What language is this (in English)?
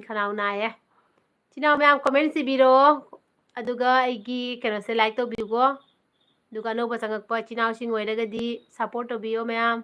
Manipuri